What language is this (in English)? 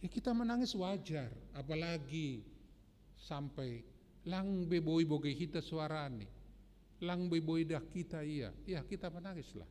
Batak Simalungun